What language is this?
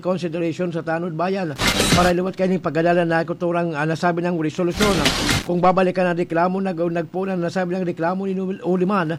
Bikol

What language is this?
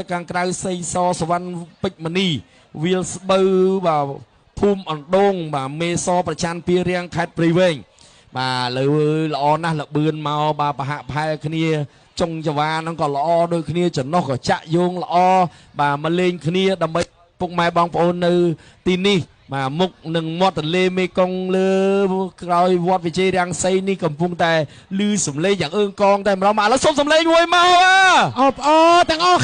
Khmer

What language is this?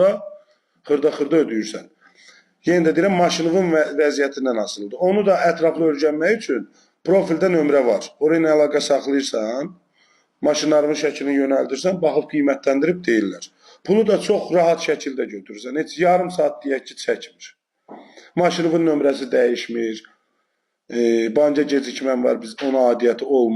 Azerbaijani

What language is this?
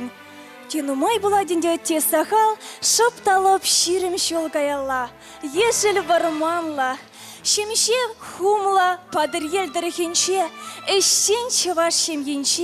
Chuvash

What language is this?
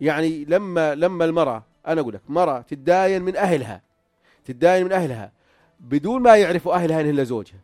North Levantine Arabic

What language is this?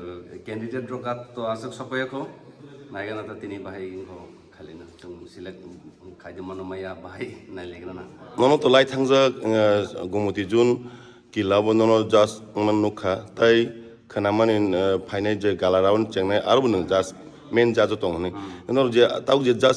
Kok Borok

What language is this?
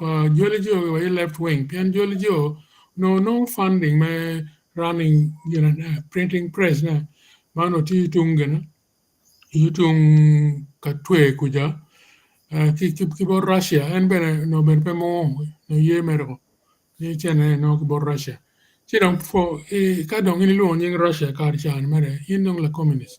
Acoli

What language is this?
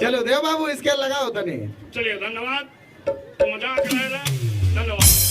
Sadri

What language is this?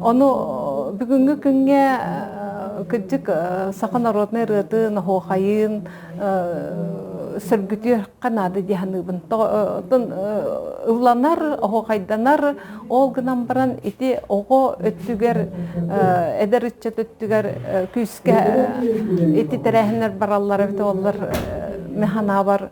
Yakut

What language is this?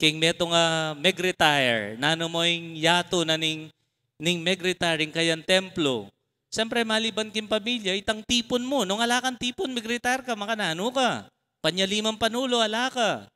Pampanga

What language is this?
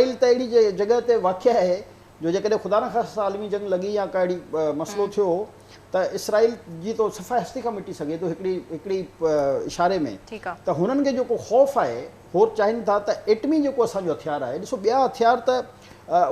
Sindhi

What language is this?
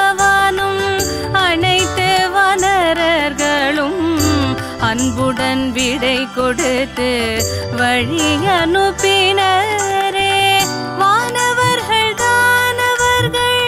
Tamil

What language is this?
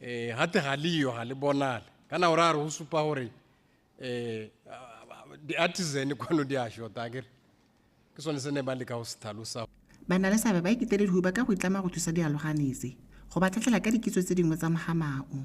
Tswana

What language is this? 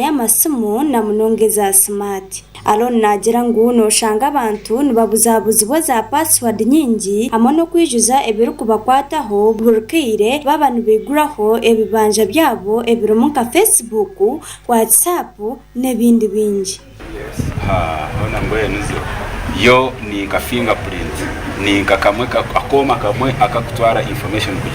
Nyankole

